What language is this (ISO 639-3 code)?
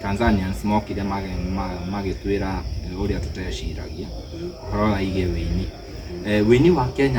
kik